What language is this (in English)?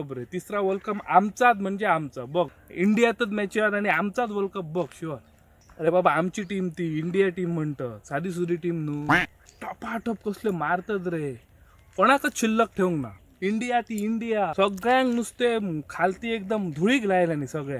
Konkani